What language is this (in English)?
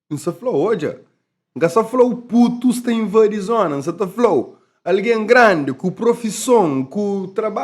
Kabuverdianu